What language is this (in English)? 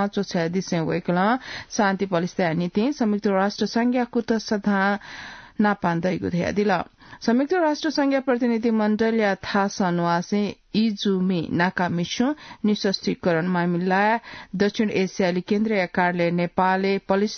Newari